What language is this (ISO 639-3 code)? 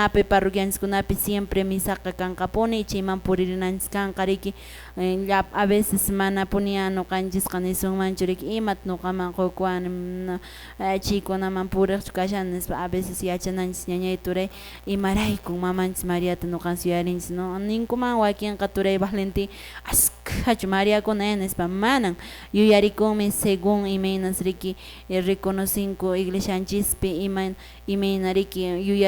que